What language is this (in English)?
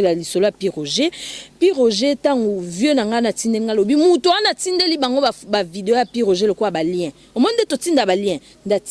Lingala